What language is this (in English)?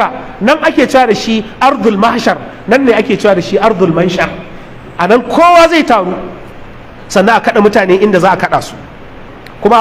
Hausa